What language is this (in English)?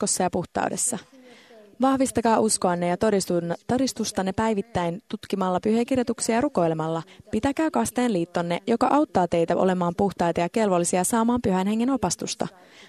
Finnish